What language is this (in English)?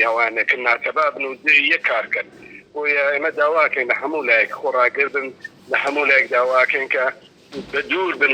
Central Kurdish